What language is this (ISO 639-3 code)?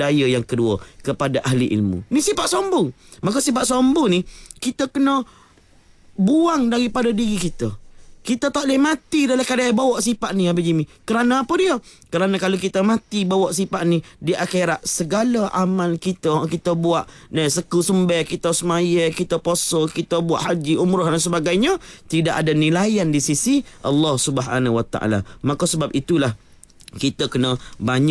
msa